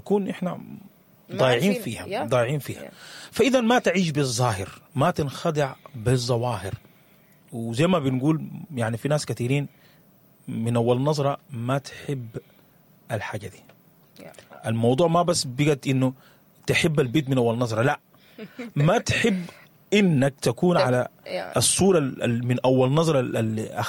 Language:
Sudanese Arabic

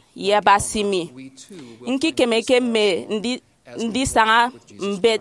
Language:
Efik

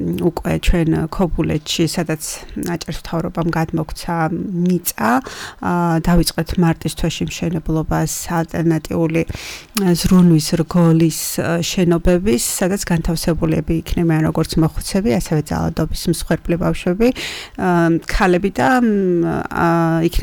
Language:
Georgian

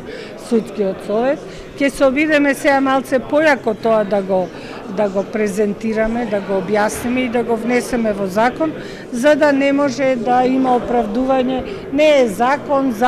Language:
Macedonian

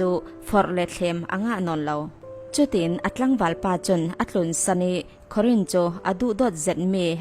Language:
Falam Chin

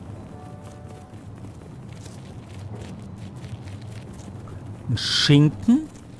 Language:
German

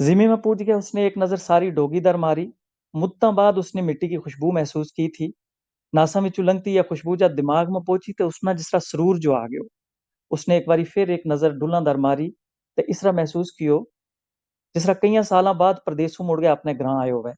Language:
Gujari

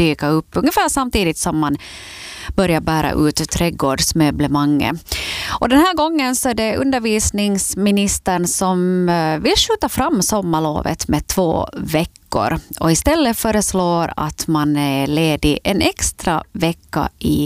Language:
Swedish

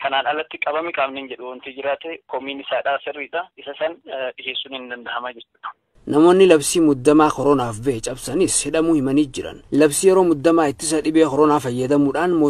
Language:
Oromo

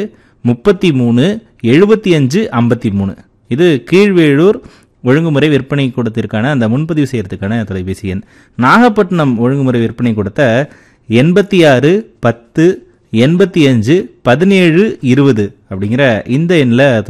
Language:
Tamil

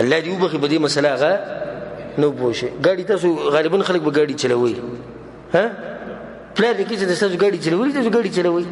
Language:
Pashto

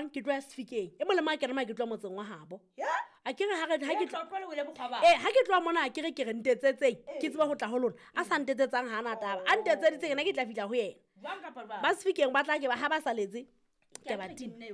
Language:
Southern Sotho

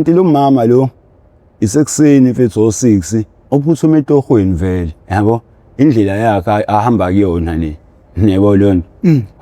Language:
Zulu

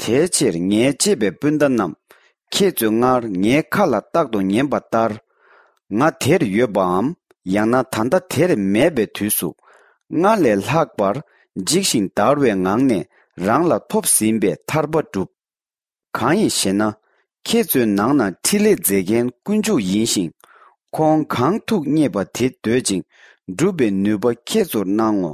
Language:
Tibetan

